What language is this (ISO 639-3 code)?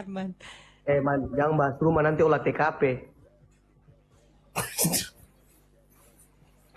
ind